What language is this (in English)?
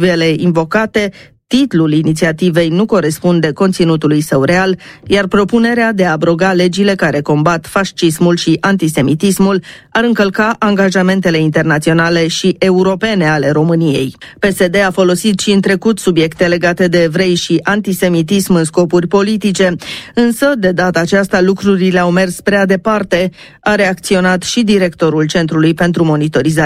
Romanian